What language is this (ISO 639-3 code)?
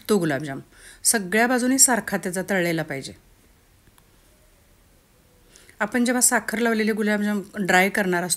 mar